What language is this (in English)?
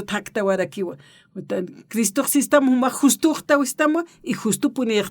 Aymara